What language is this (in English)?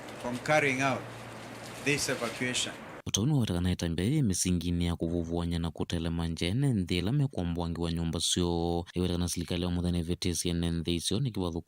Kamba